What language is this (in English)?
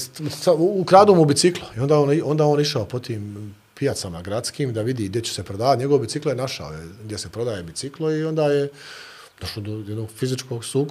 Bosnian